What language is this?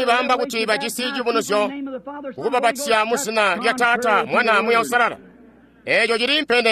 Tonga (Zambia)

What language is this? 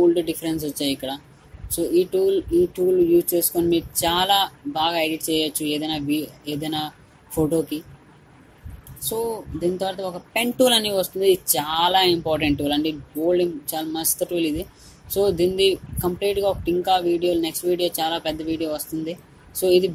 Telugu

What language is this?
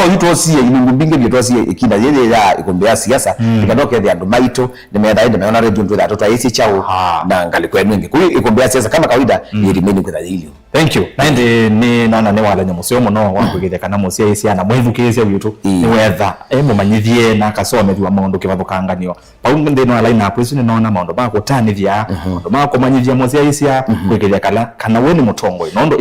Kamba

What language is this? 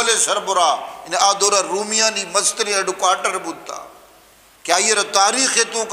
Eastern Balochi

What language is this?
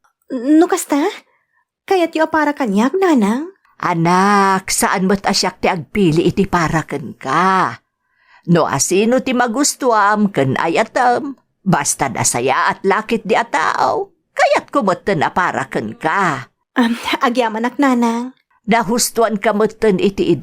Iloko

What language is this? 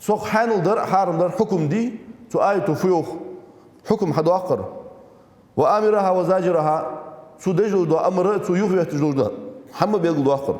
Ingush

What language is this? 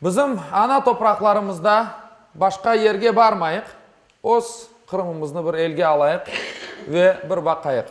Crimean Tatar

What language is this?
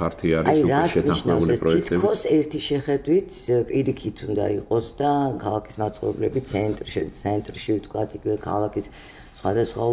Georgian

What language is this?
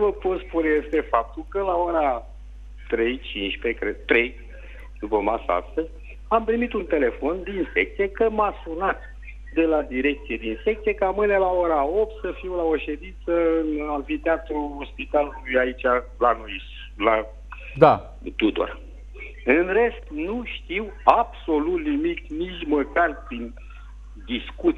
Romanian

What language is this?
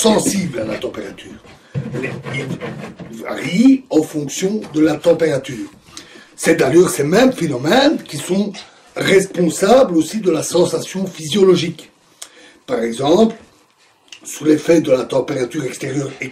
French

